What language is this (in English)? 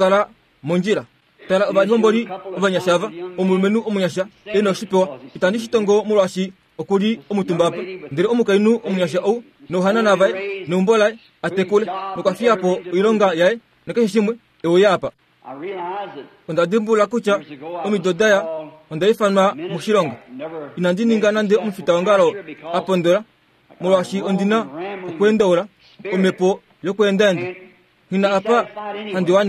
Kuanyama